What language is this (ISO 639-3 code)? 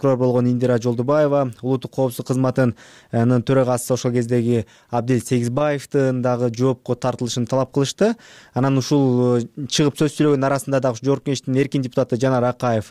kir